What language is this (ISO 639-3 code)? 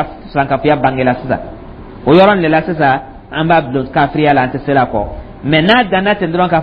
dyu